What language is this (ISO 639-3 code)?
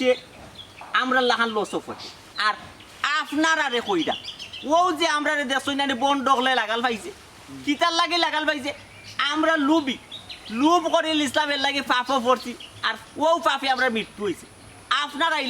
syl